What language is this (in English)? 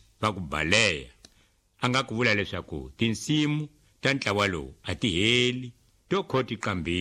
Tsonga